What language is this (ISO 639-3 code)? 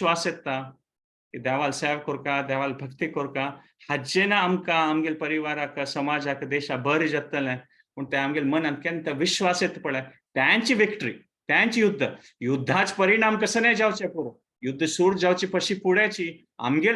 kok